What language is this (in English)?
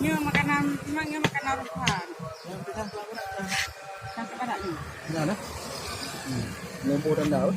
Achinese